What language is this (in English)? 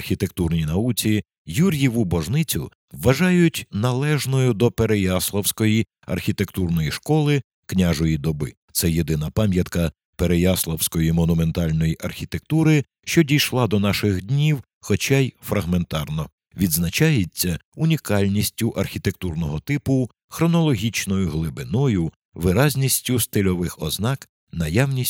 Ukrainian